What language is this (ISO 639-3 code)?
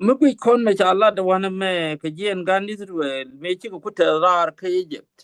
nus